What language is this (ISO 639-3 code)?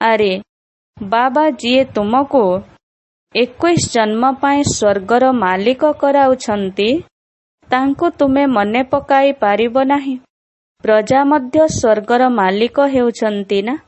ori